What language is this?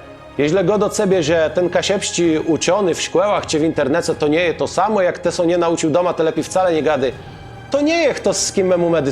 Kashubian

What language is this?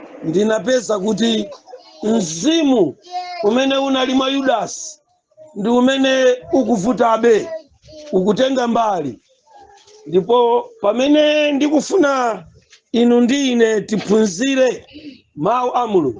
Nyanja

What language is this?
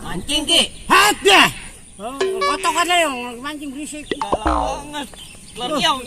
Betawi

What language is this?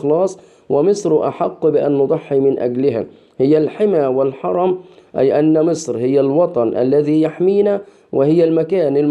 Egyptian Arabic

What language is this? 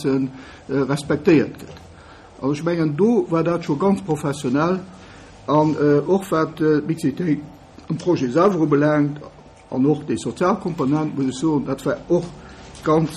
Luxembourgish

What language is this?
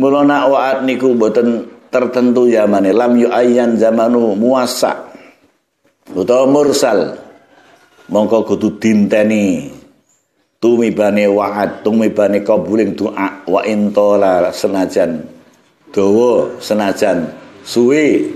Javanese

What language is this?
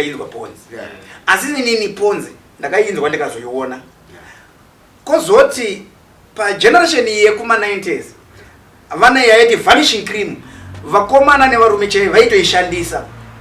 Shona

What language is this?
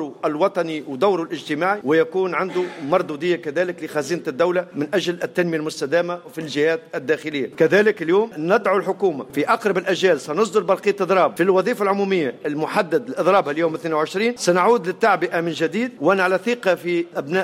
Tunisian Arabic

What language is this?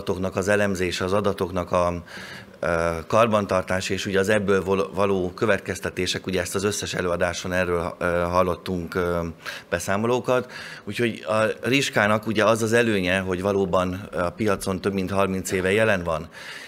Hungarian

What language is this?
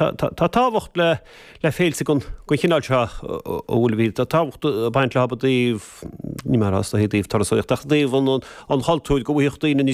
Irish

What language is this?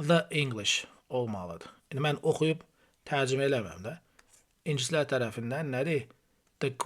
Azerbaijani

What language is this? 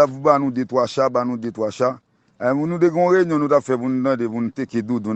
Haitian Creole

